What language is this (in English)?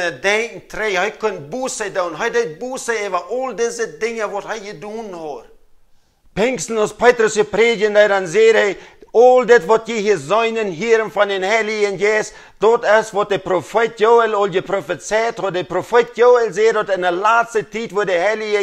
Plautdietsch